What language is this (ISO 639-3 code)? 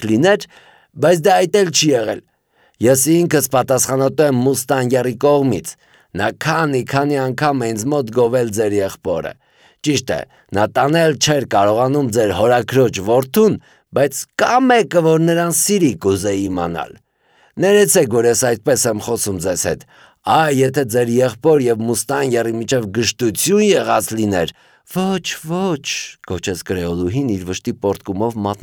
hye